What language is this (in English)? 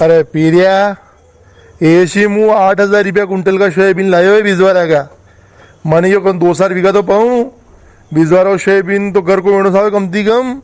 Rajasthani